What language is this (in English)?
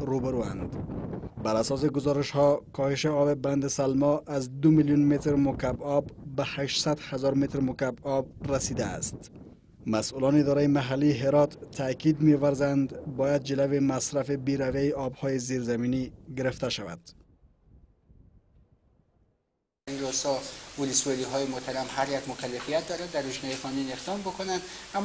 Persian